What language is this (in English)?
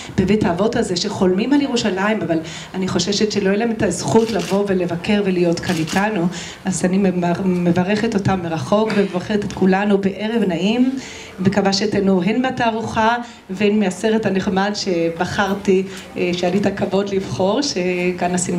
Hebrew